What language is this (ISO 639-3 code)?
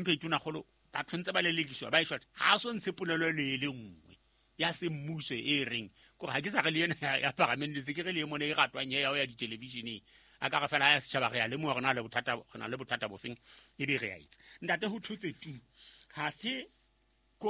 sot